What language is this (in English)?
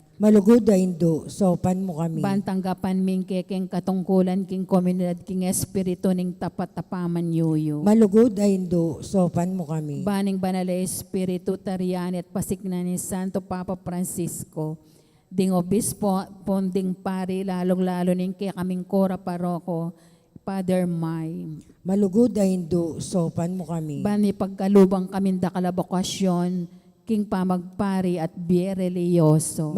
Pampanga